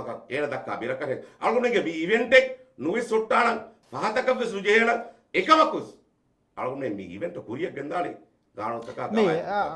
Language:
Divehi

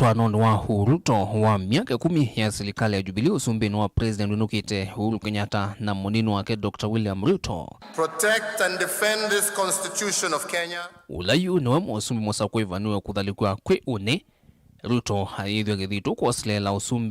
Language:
Kamba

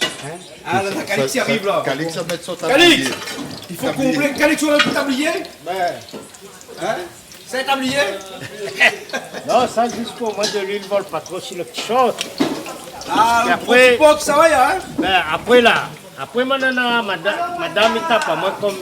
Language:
Réunion Creole French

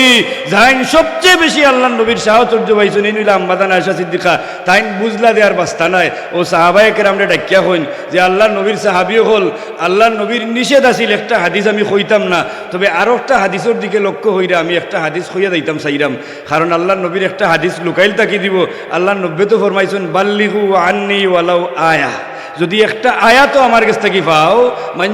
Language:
Sylheti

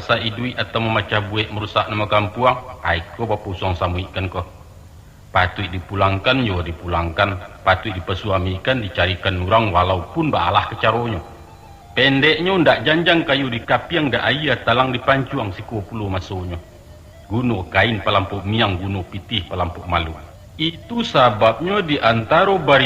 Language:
Minangkabau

